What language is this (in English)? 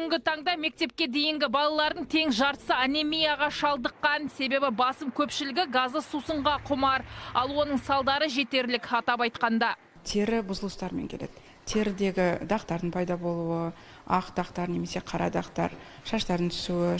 Kazakh